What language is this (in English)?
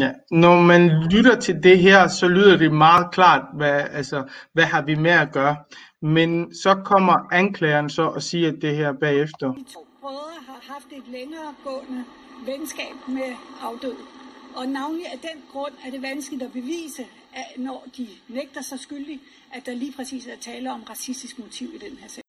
Danish